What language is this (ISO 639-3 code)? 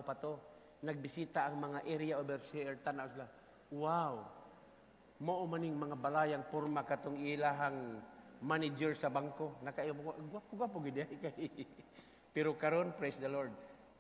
ceb